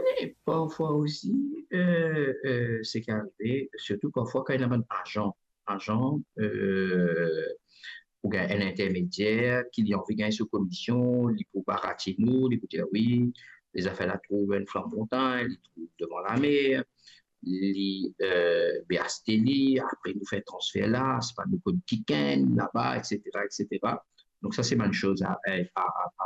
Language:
Morisyen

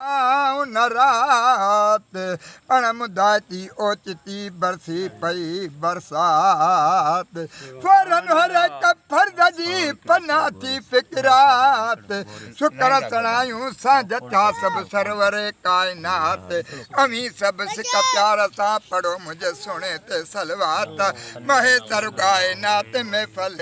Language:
Sindhi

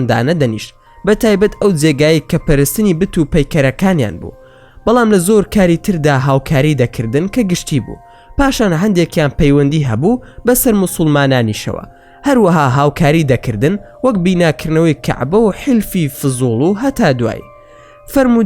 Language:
Central Kurdish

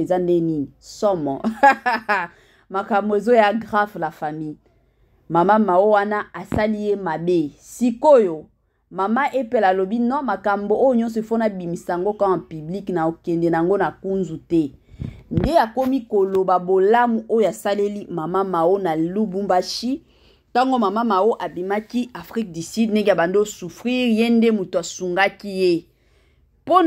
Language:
Lingala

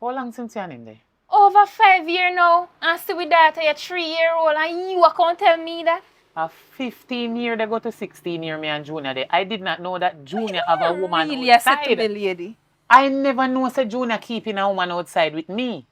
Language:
Jamaican Creole English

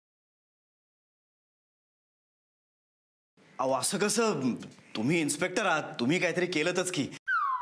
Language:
Marathi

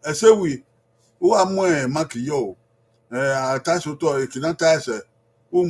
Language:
Bini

